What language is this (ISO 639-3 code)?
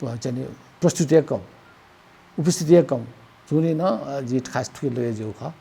new